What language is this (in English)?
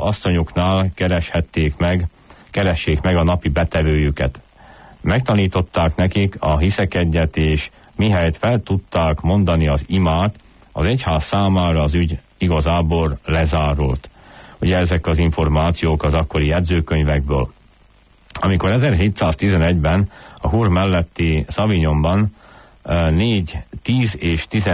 Hungarian